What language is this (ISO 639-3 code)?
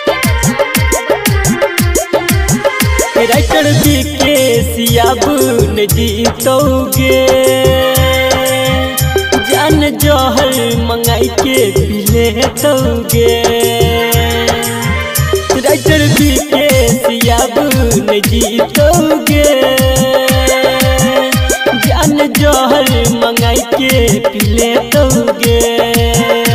bho